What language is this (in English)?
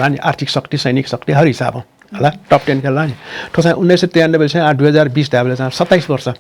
Newari